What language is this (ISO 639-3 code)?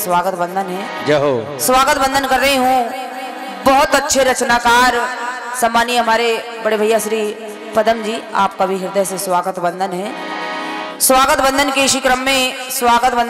hin